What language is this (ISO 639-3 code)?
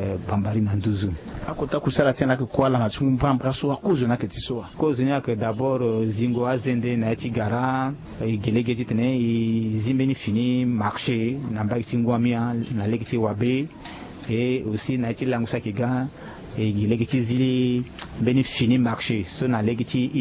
sag